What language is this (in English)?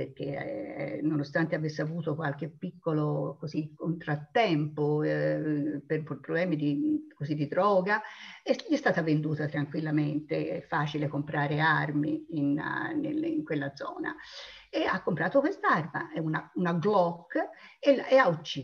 Italian